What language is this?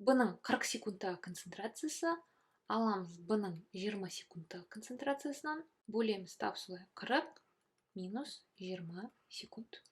Kazakh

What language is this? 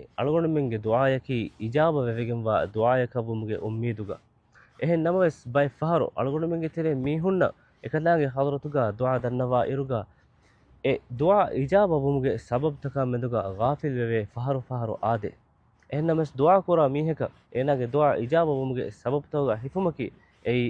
Divehi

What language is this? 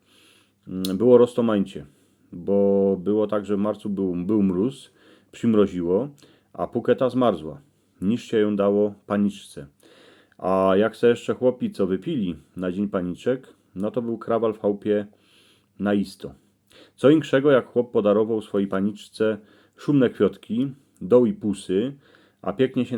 Silesian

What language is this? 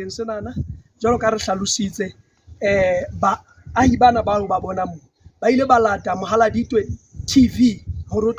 Southern Sotho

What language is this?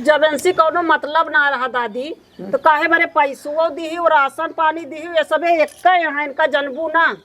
Awadhi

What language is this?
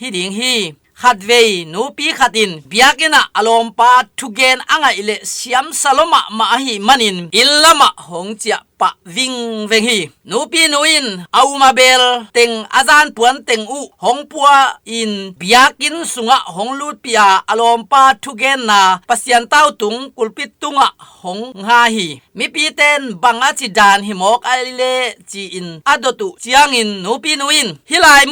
Tedim Chin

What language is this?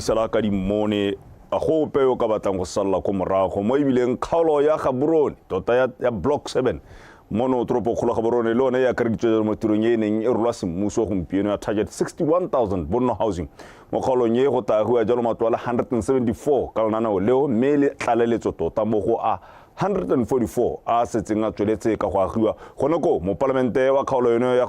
Tswana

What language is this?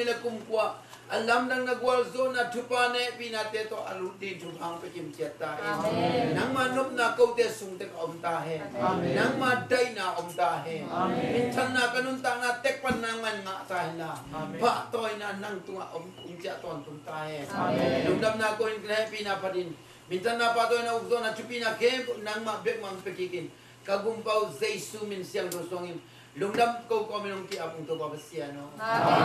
Tedim Chin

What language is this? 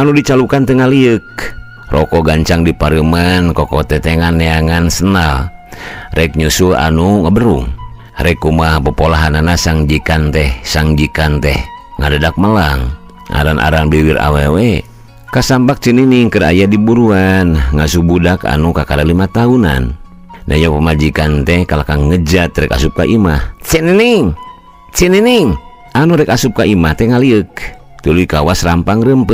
Sundanese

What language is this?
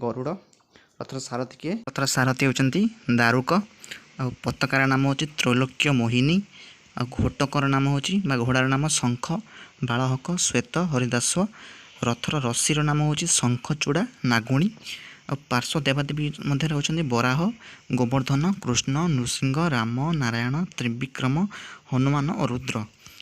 Odia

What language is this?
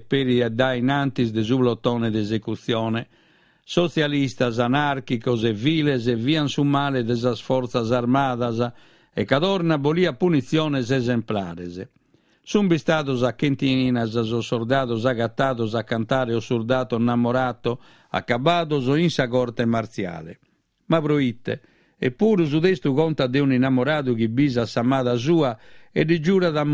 Sardinian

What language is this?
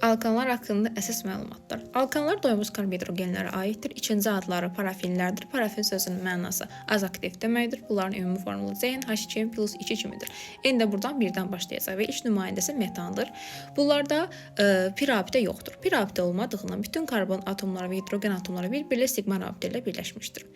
Azerbaijani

